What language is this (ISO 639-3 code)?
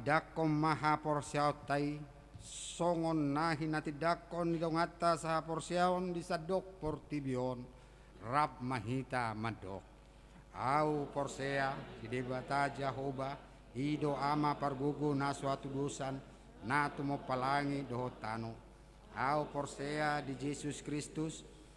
bbc